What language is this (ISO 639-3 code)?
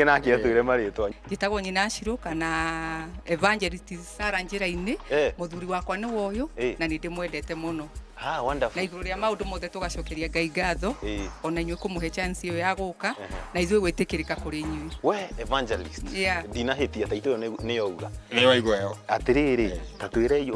kik